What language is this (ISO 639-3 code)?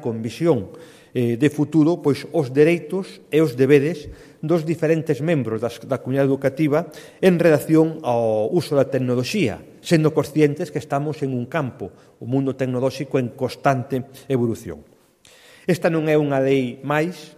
glg